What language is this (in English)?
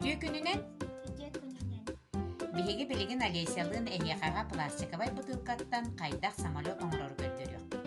Yakut